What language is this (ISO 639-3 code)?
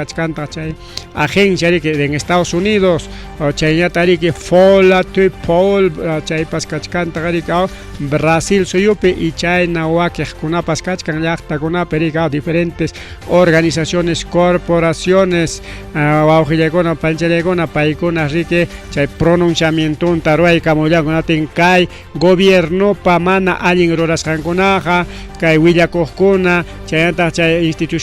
quy